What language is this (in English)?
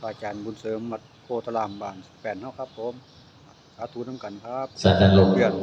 Northeastern Thai